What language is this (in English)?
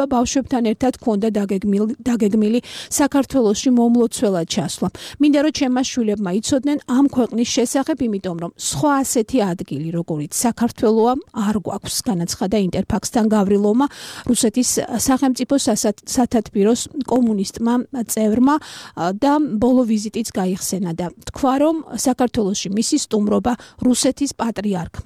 Georgian